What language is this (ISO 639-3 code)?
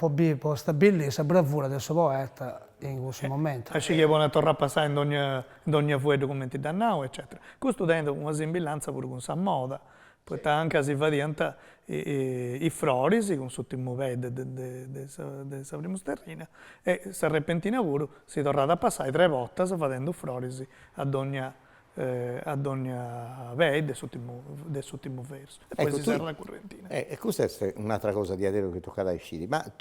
srd